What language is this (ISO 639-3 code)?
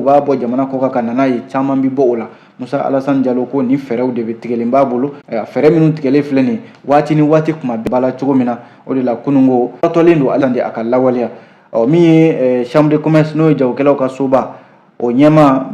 bam